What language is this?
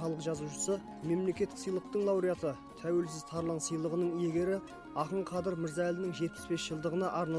Kazakh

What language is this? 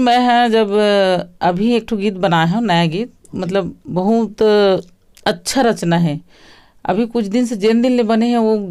Chhattisgarhi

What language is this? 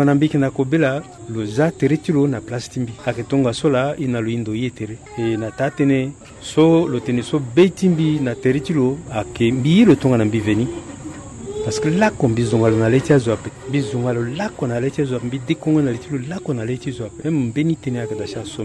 Sango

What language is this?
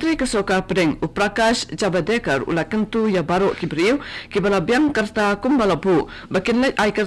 Khasi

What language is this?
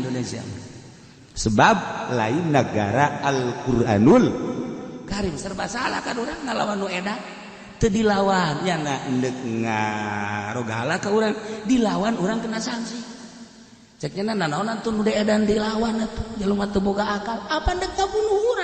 Sundanese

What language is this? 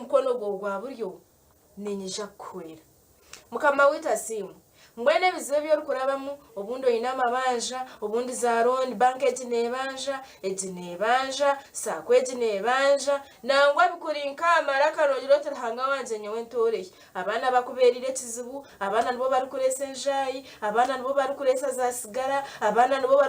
Nyankole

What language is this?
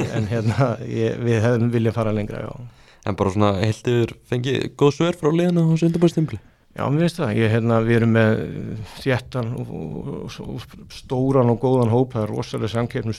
Icelandic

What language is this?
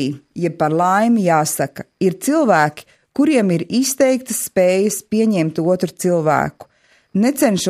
Latvian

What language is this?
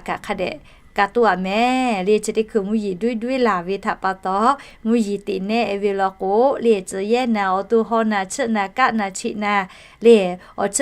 Lahu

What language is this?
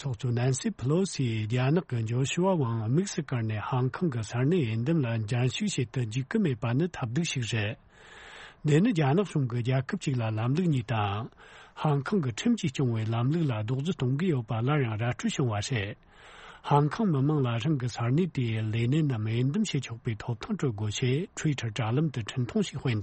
Tibetan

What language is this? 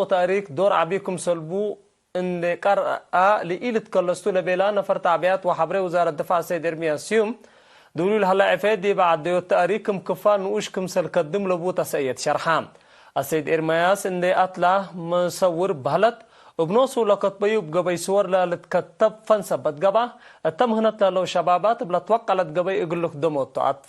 Tigre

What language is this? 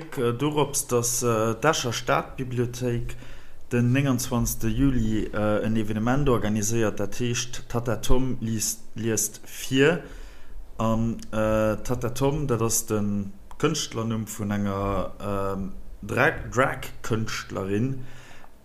Luxembourgish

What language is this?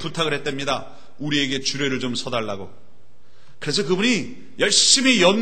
Korean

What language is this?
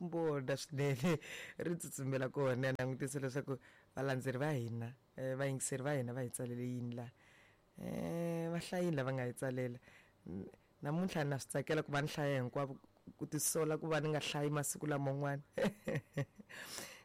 Tsonga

